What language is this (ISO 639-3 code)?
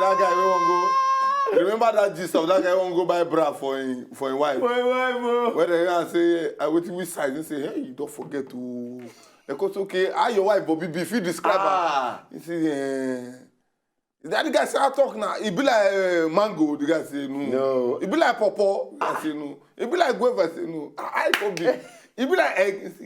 pcm